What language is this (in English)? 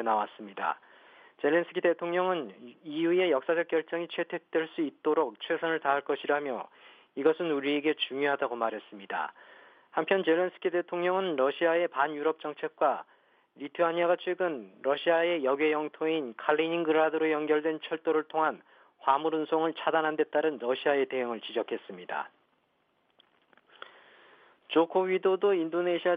Korean